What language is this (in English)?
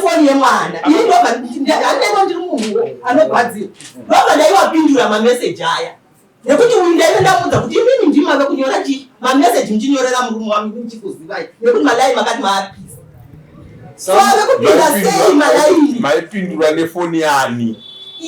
Shona